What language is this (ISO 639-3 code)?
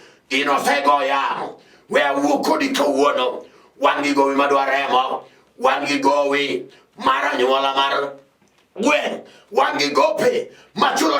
luo